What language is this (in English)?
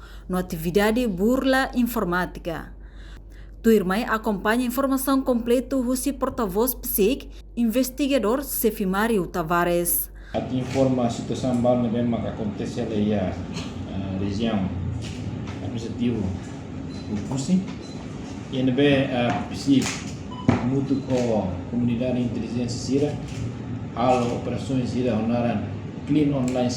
Tetum